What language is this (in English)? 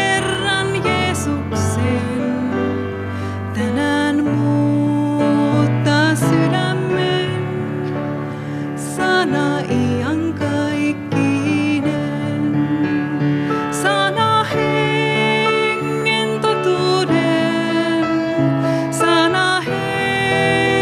Finnish